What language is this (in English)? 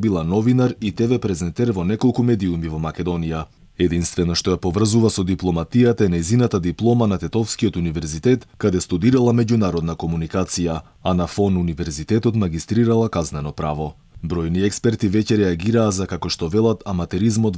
Macedonian